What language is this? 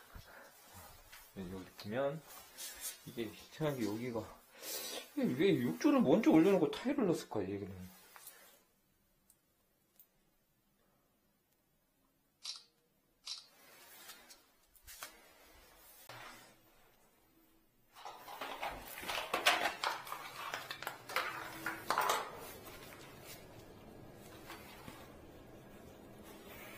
Korean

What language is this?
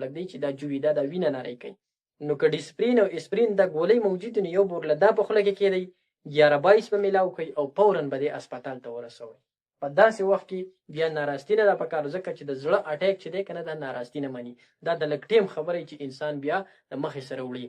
Pashto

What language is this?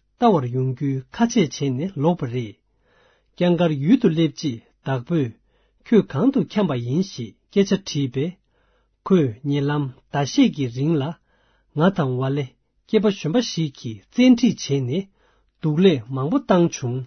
Tibetan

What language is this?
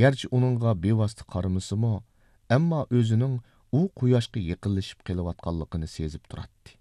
Uyghur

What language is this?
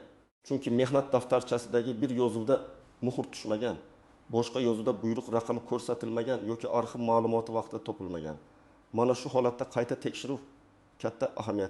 Uzbek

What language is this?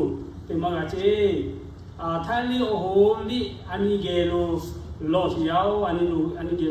Lahu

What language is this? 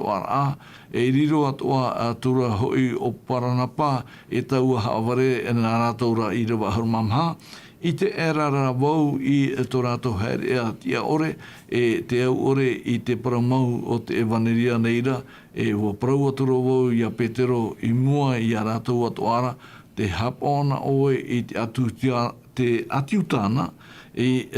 Tahitian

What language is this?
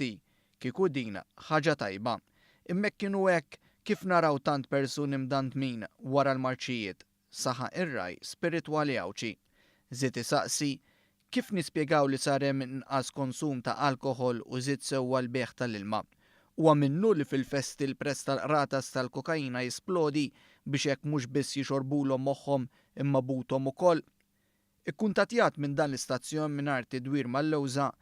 Maltese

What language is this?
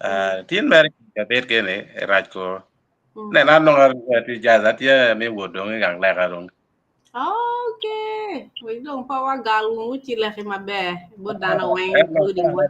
Acoli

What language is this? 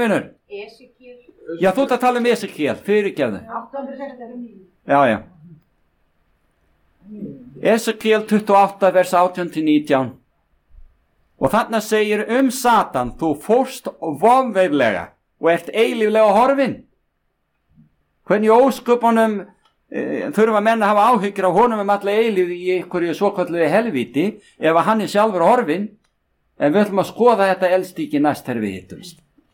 Icelandic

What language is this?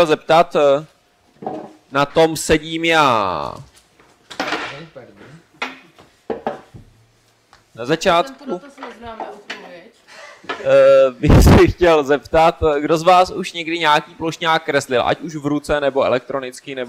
Czech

